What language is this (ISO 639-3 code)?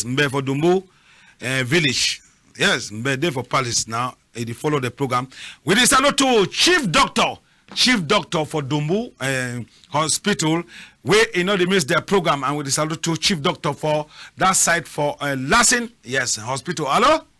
wes